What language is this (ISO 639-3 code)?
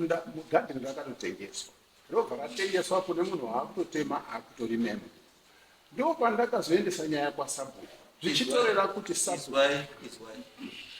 sna